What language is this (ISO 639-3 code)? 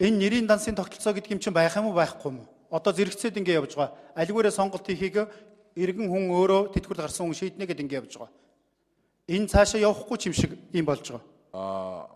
mon